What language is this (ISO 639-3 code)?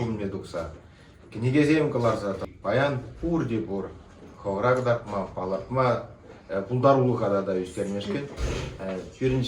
chv